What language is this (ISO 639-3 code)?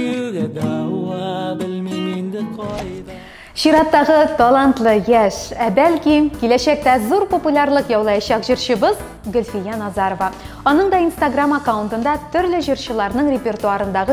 tat